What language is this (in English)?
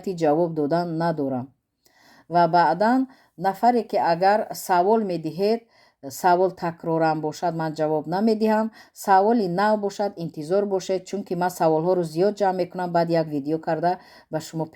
Tajik